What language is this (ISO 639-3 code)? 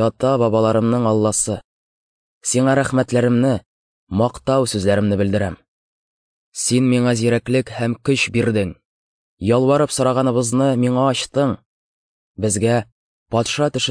tat